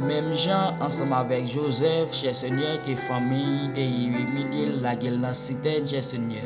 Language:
Haitian Creole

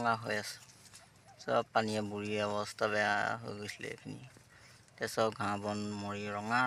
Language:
Assamese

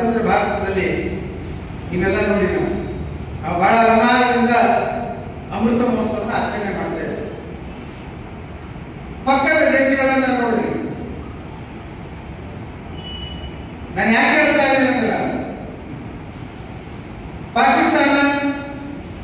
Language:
Kannada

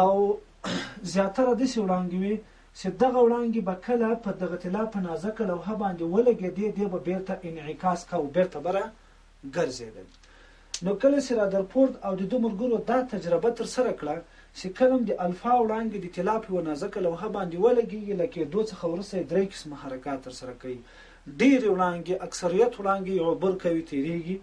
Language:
Pashto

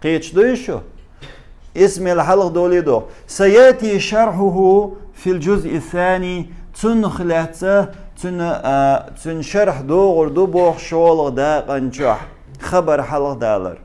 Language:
Chechen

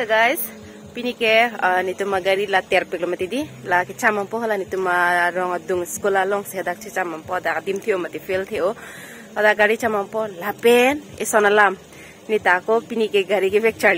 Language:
Karbi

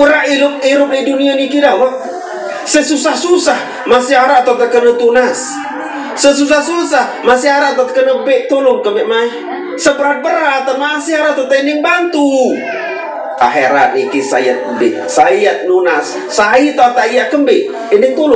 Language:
Sasak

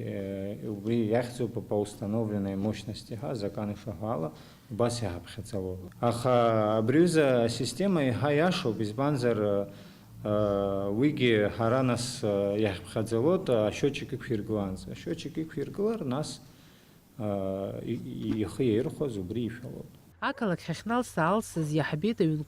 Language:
Abkhazian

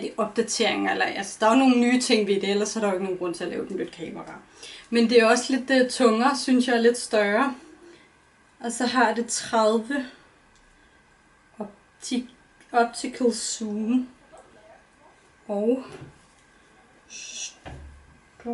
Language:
Danish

